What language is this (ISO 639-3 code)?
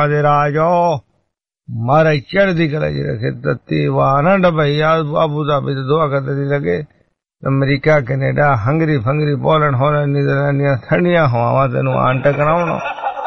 pan